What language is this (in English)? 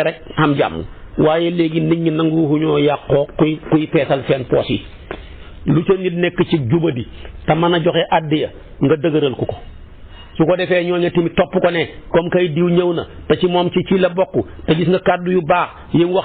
Wolof